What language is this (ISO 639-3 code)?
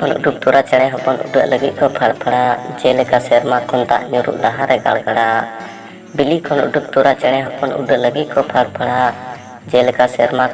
sat